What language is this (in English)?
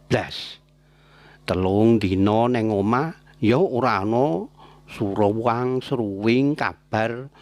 Javanese